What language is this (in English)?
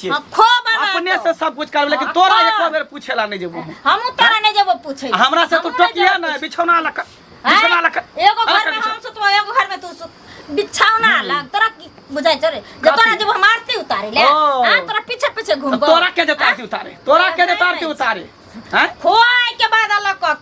Maithili